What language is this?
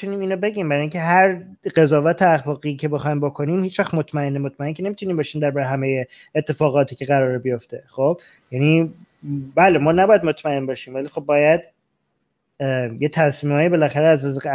Persian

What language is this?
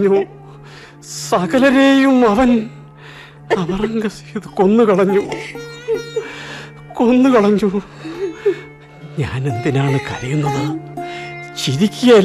Malayalam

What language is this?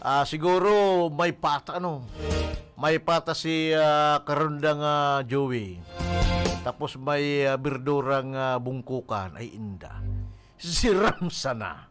Bikol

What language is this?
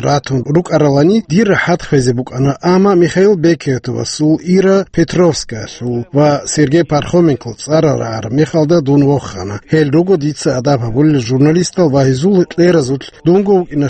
Avaric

